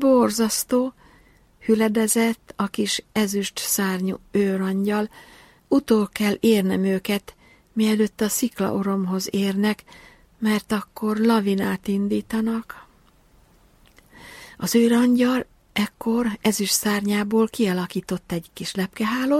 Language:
Hungarian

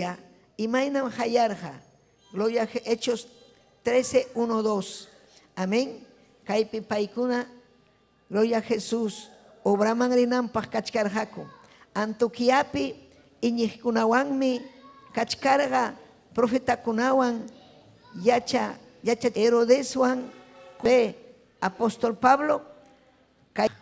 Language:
Ayacucho Quechua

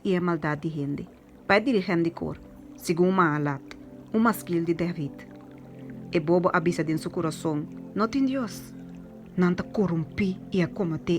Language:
Papiamento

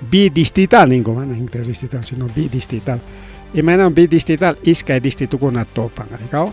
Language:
Ayacucho Quechua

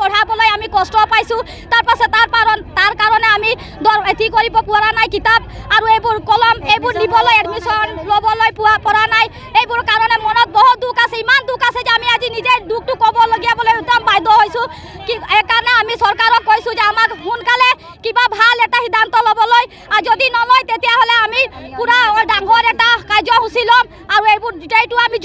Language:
Assamese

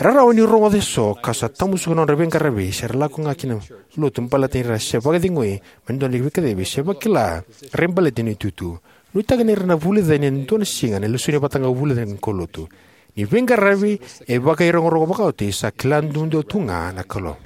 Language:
Fijian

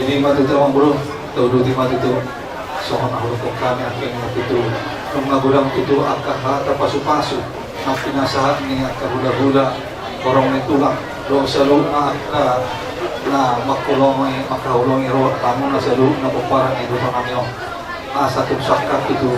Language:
Batak Toba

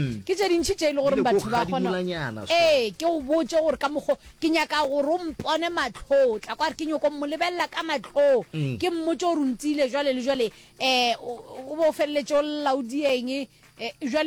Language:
Northern Sotho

